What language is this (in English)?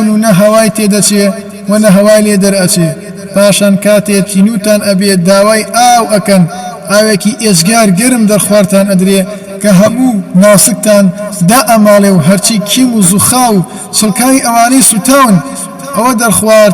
Central Kurdish